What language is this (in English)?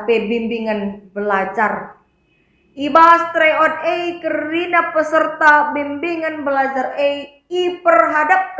Batak Karo